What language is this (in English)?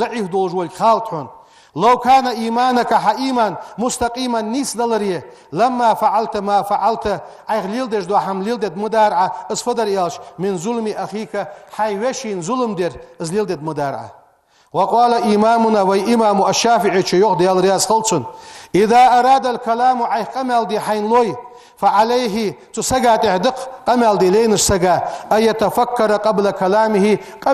Ingush